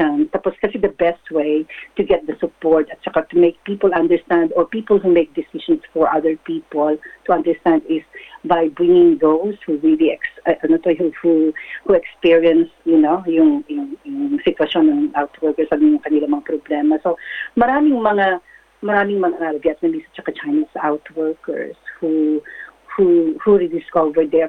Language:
Filipino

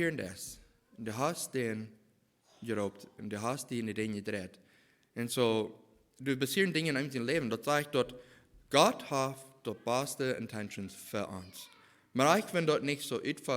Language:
Plautdietsch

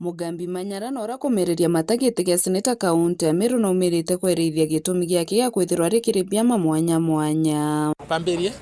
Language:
Meru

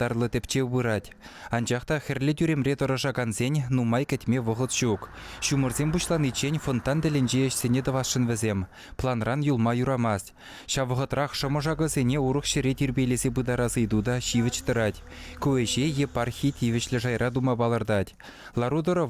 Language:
Chuvash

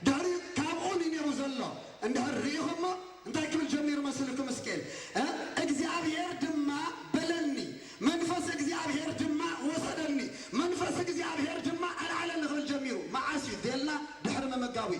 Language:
Tigrinya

